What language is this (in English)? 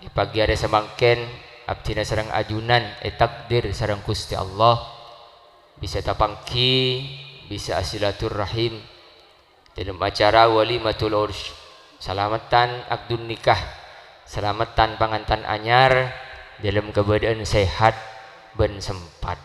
Madurese